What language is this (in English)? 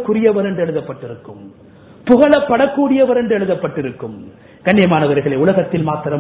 Tamil